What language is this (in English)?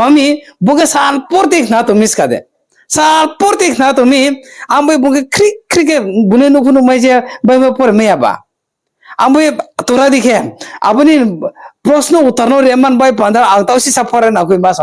Riang (India)